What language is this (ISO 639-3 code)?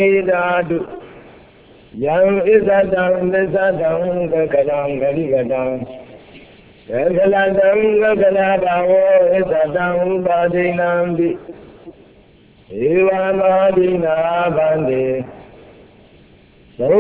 mya